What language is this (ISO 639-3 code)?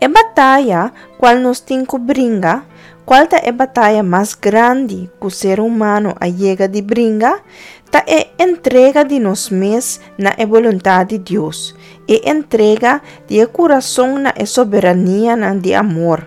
pap